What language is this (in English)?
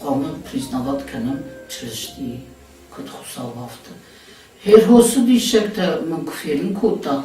Ossetic